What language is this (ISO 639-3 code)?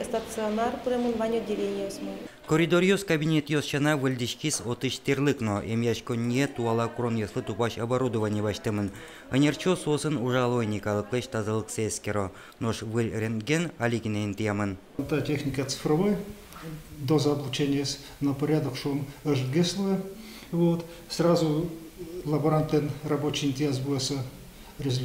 udm